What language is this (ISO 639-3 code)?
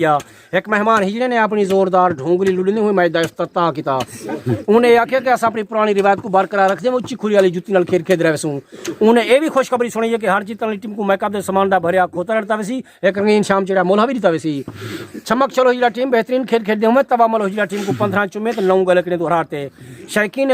skr